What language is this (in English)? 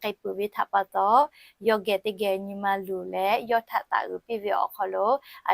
Lahu